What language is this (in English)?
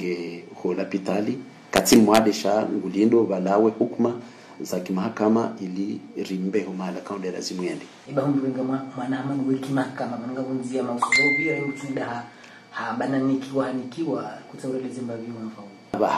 Ngazidja Comorian